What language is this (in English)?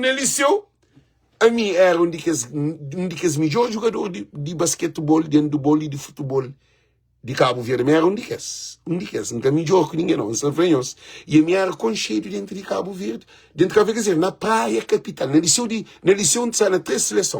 Kabuverdianu